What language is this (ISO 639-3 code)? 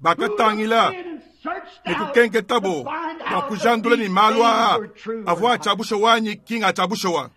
lua